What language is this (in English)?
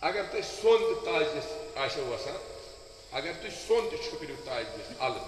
Kashmiri